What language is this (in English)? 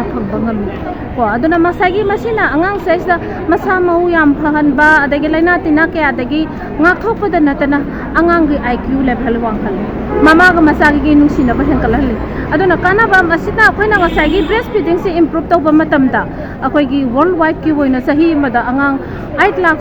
Manipuri